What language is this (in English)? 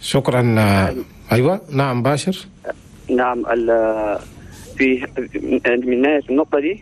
Chadian Arabic